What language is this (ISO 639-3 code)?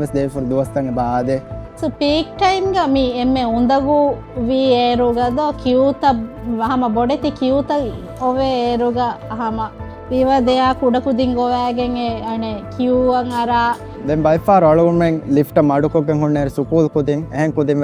div